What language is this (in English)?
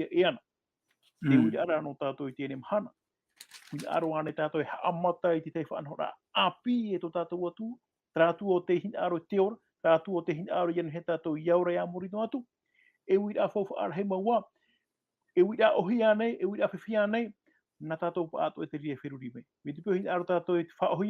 Tahitian